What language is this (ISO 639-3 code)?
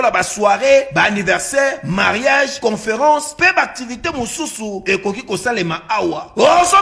lin